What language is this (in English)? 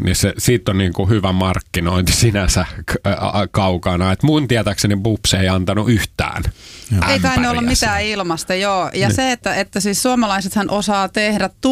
Finnish